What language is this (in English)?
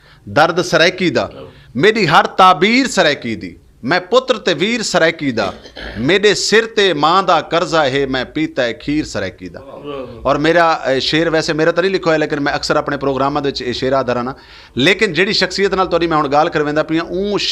Saraiki